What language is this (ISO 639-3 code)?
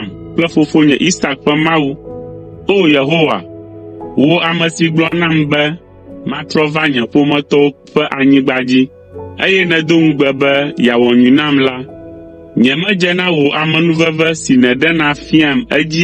ewe